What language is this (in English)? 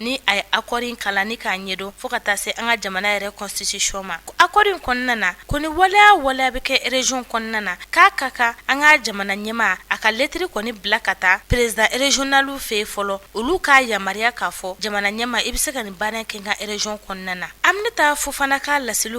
Bambara